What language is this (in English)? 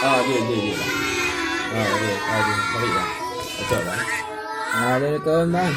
Achinese